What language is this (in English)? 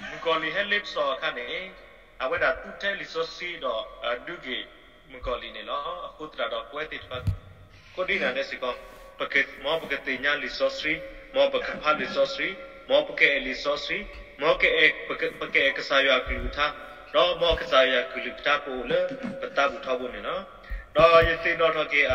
S'gaw Karen